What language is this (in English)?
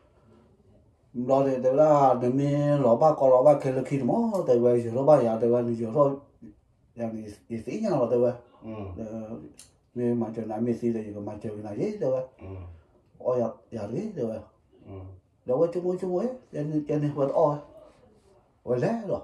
S'gaw Karen